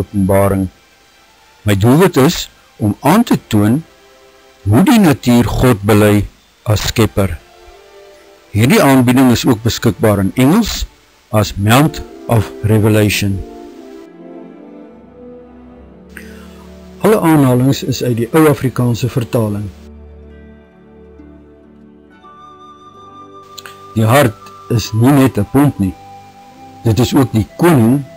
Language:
Afrikaans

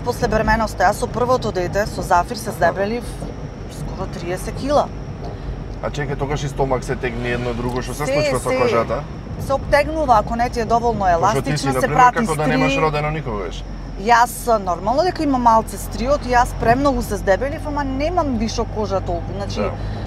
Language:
Macedonian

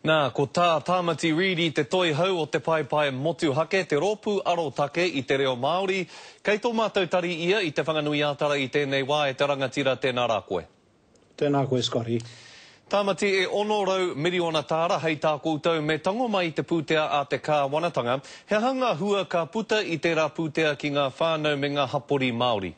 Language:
Māori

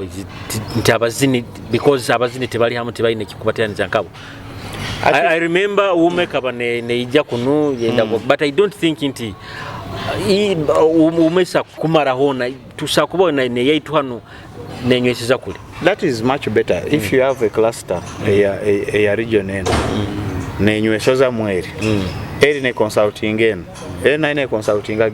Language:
Nyoro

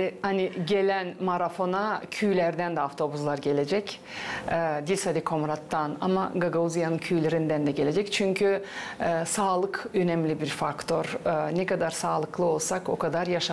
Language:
Gagauz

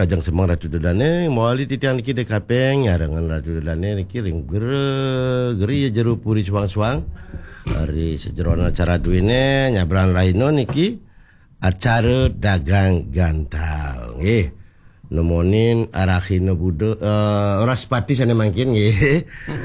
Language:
Balinese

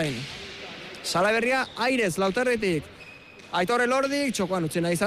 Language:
Basque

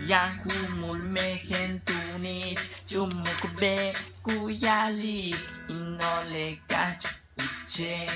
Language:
Yucateco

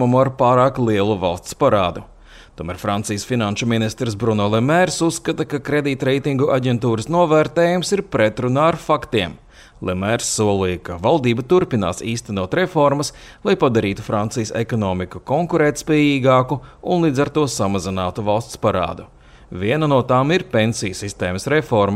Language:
Latvian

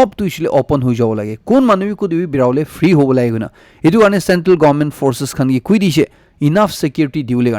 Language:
Naga Pidgin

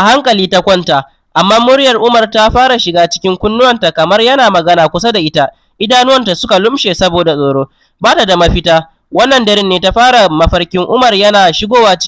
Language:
Hausa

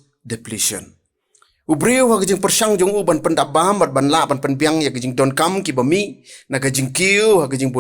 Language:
Khasi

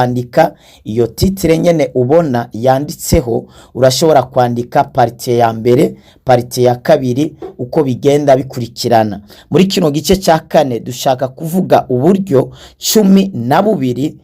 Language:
Rundi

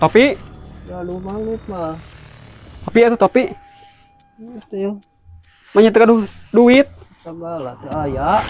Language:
Sundanese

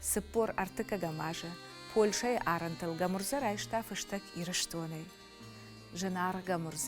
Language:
Ossetic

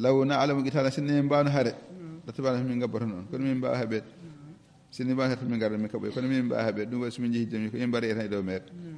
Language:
Fula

